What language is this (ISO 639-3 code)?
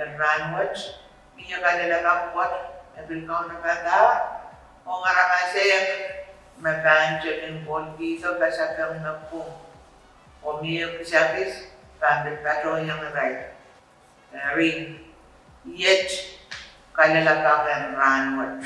pon